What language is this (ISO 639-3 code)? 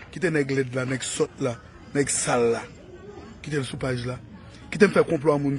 hat